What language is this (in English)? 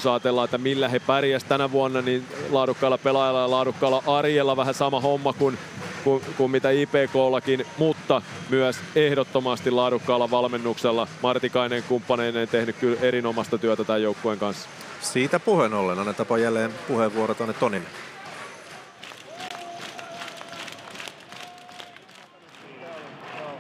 Finnish